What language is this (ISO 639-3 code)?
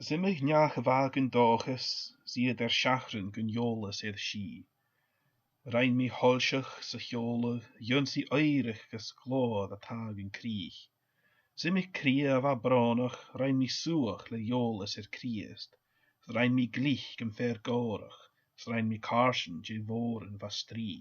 gla